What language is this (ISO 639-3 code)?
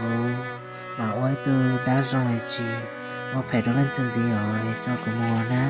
hmn